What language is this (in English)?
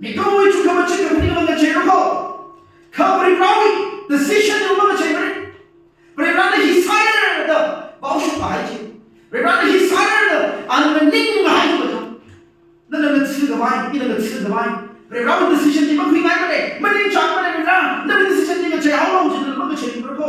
Tangkhul Naga (India)